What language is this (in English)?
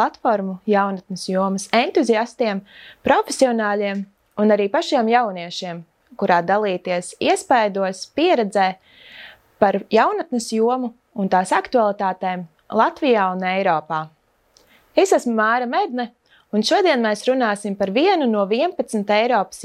Latvian